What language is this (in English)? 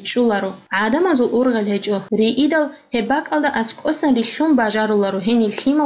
Avaric